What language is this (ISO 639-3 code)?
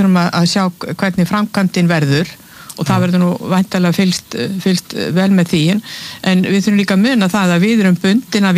isl